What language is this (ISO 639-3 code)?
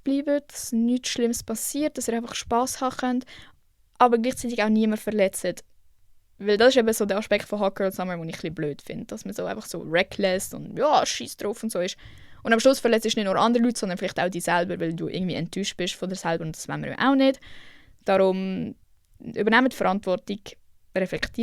gsw